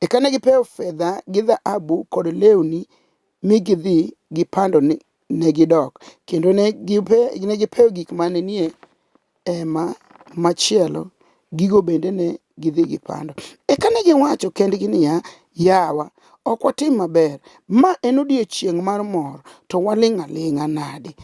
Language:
Luo (Kenya and Tanzania)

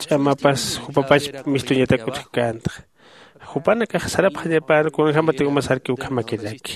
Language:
Aymara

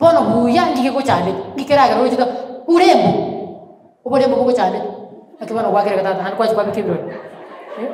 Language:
Gusii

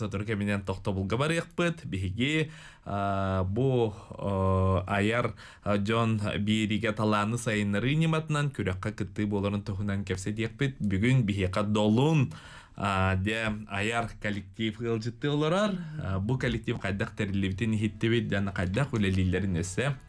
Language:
Yakut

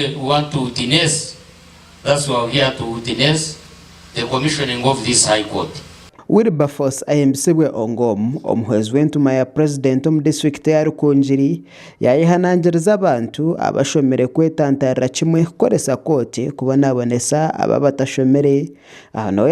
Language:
Nyankole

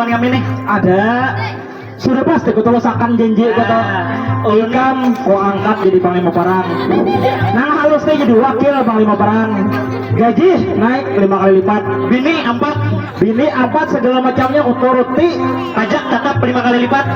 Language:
Banjar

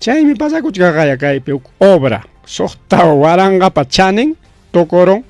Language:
Ayacucho Quechua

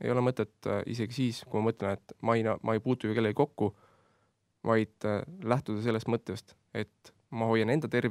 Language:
Estonian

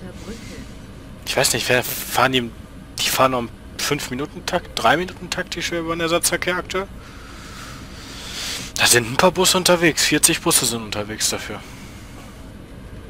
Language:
German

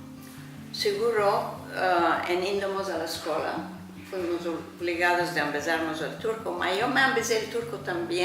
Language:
Ladino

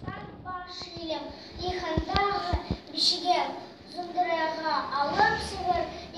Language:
Bashkir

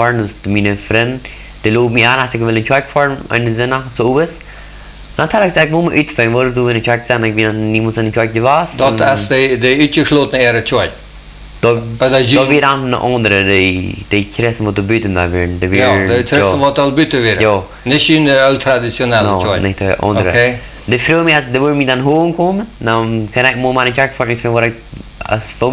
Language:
Plautdietsch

